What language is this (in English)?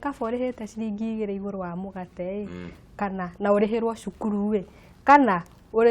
Kikuyu